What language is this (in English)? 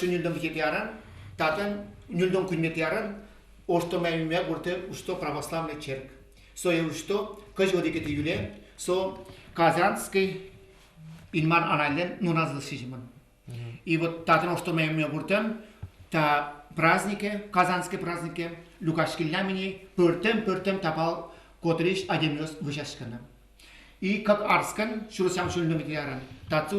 Udmurt